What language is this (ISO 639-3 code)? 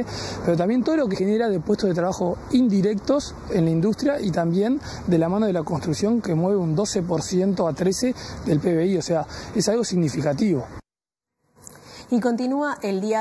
spa